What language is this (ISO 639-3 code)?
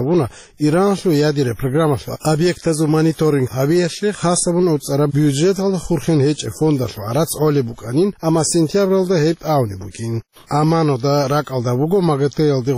ava